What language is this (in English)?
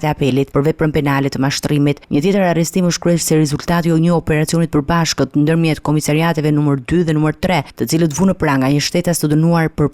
Albanian